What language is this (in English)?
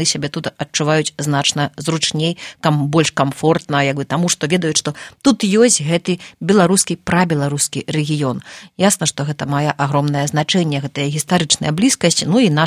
Belarusian